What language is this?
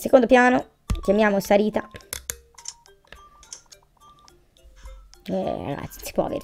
Italian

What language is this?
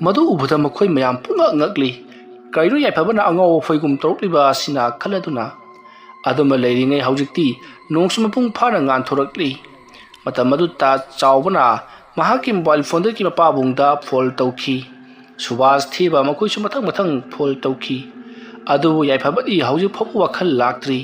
Manipuri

